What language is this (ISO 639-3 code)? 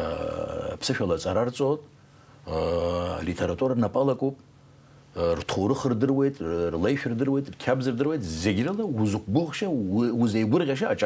abk